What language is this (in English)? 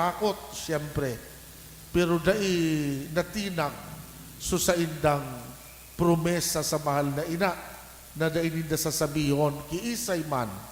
Bikol